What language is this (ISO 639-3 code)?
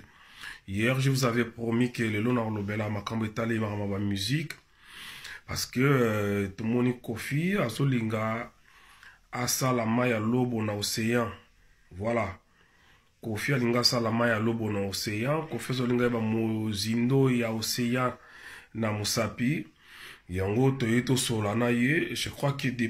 lin